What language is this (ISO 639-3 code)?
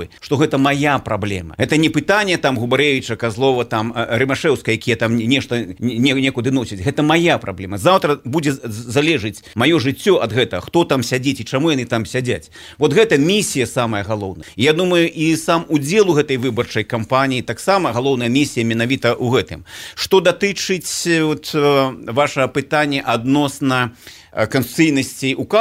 bel